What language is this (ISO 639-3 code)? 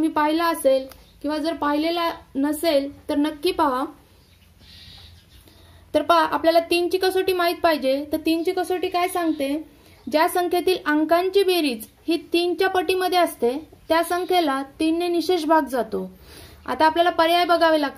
mar